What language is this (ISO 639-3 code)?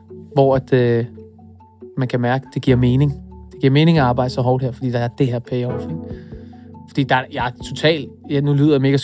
dan